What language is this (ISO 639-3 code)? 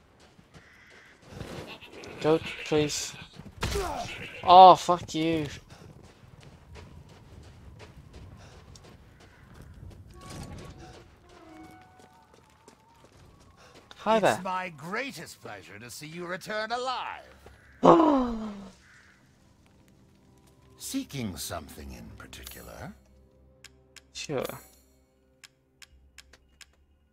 eng